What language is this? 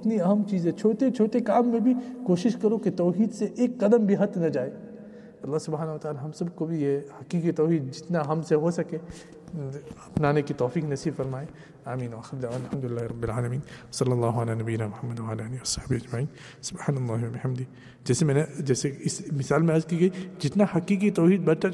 Urdu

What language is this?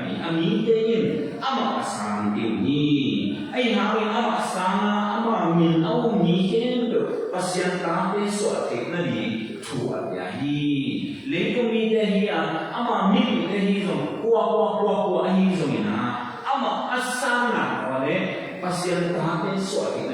Tedim Chin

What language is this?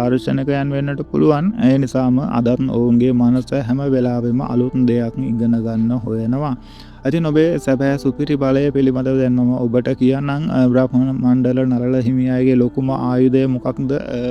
Sinhala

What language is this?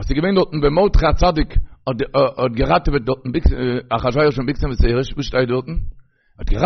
Yiddish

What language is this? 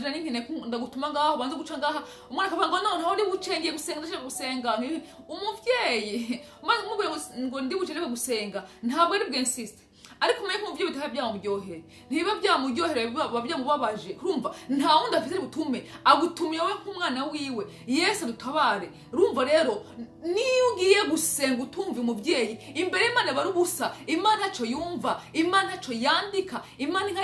Rundi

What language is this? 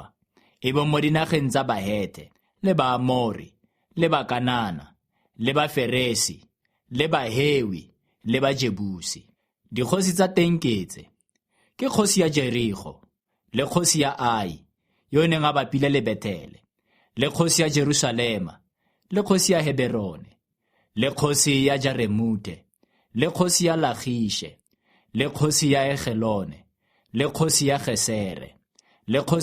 Tswana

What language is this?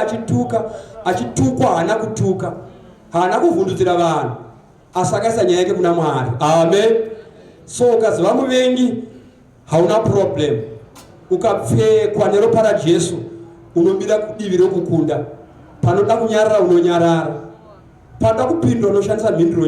Shona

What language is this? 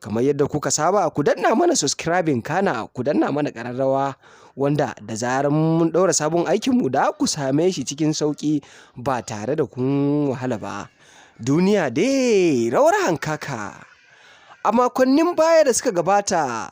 Hausa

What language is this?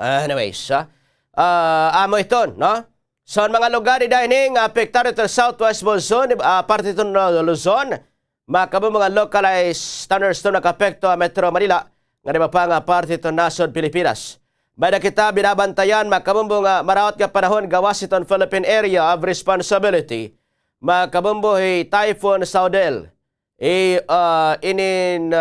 Waray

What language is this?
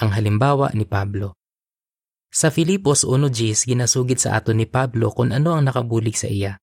Hiligaynon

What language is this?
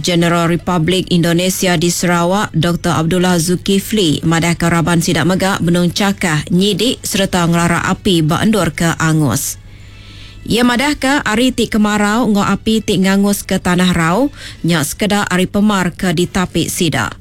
Iban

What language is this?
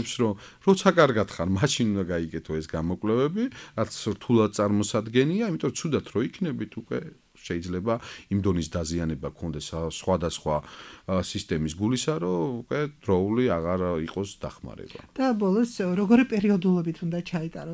Georgian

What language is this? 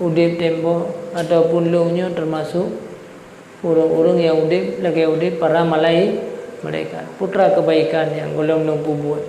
Achinese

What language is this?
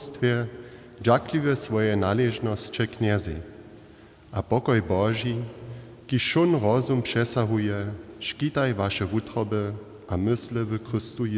Upper Sorbian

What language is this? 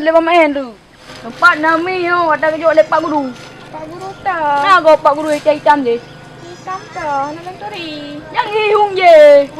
Achinese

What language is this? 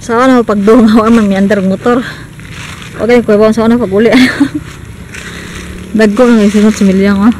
Cebuano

